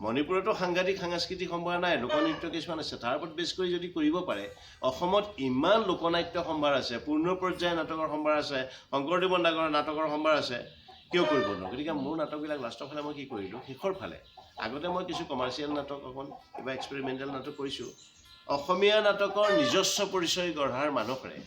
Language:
Assamese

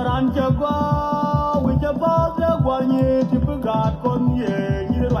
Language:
Nuer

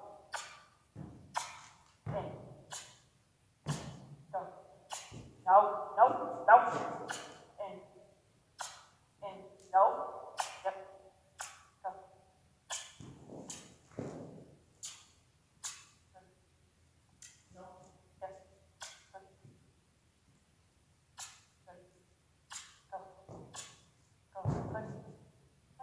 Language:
English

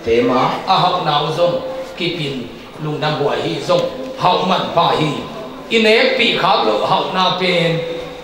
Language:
Tedim Chin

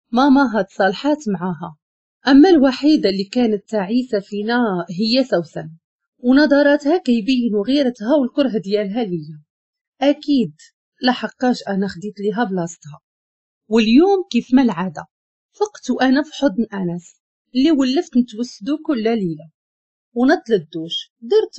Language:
Moroccan Arabic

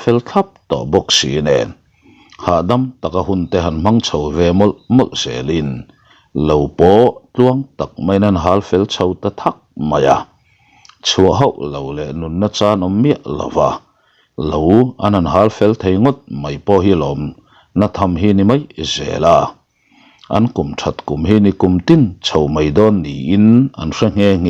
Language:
Mizo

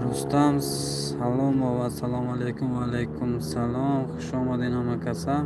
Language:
Tajik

